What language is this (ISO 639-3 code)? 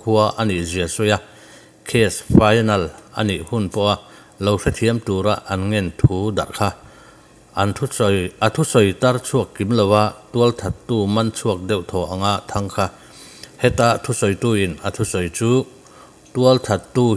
lus